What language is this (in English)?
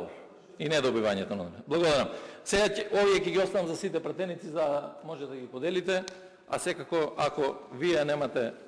Macedonian